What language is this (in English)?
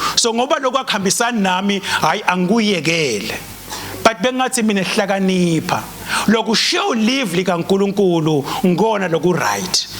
Swati